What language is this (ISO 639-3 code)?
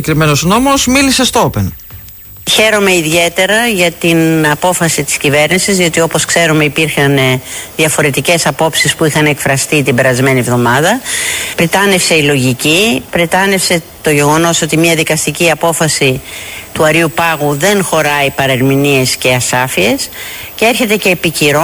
ell